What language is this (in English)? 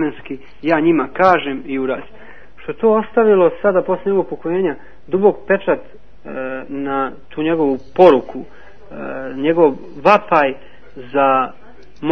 Serbian